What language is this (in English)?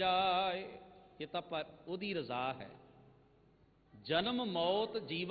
Punjabi